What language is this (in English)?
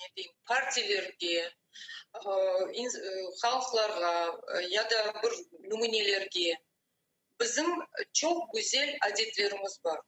Crimean Tatar